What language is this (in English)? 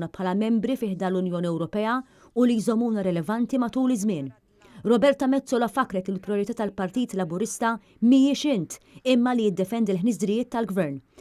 Maltese